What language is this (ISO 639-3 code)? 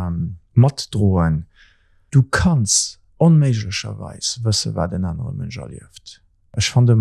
ltz